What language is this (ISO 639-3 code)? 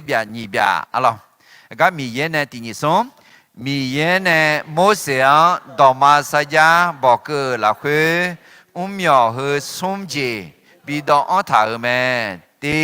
ahk